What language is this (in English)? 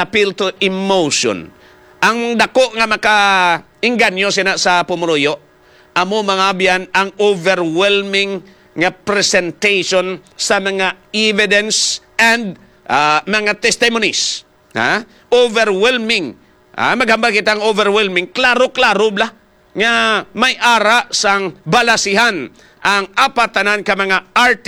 Hiligaynon